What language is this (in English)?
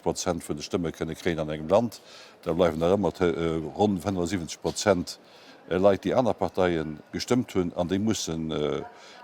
Luxembourgish